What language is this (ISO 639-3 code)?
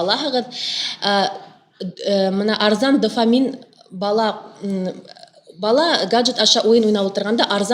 bak